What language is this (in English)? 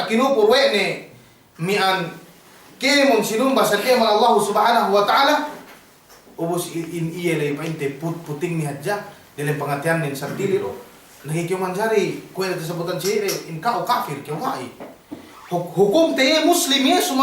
Yakan